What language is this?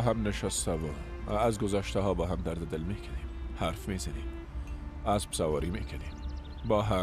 Persian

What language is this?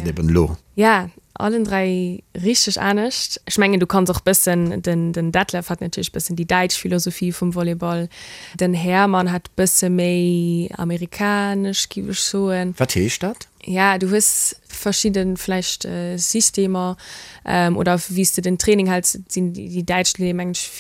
Luxembourgish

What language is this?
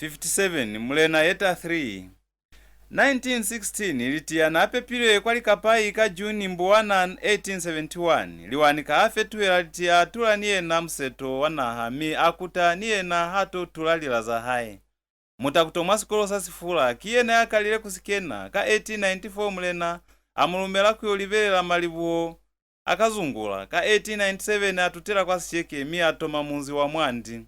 Lozi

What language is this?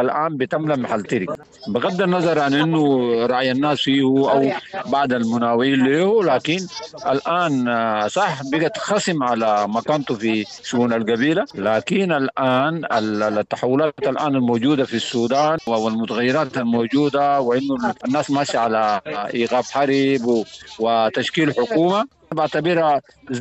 Sudanese Arabic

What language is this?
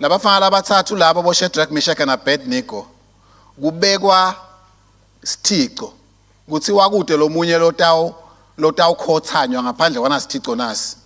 Swati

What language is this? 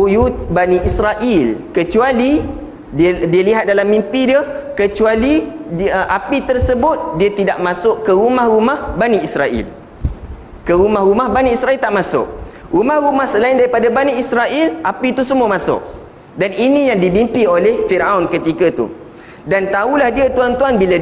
Malay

